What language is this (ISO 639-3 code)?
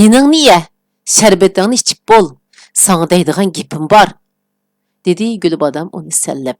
uig